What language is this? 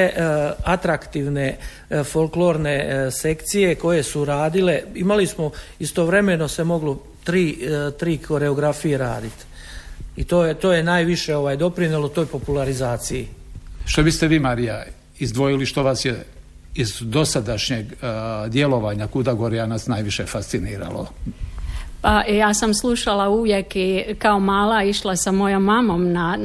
Croatian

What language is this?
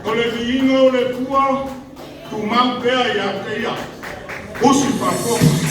Samoan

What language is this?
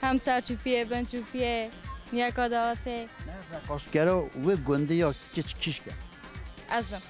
Kurdish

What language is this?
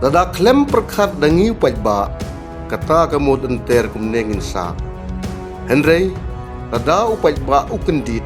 Khasi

